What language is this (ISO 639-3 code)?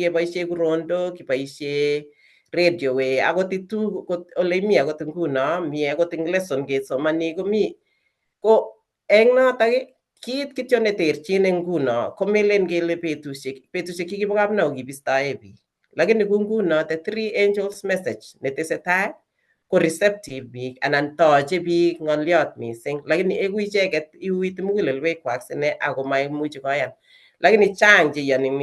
kln